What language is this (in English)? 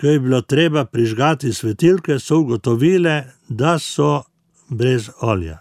Slovenian